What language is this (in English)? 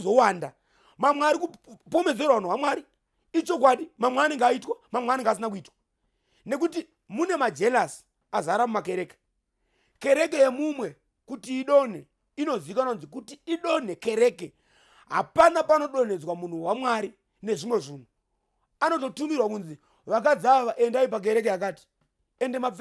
Shona